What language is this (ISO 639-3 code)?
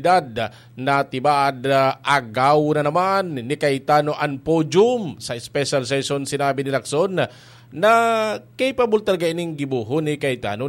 bik